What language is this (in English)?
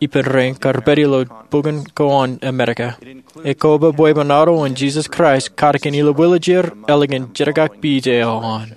Marshallese